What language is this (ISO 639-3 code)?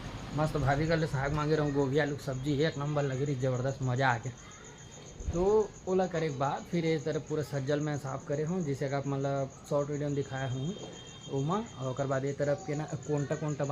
hne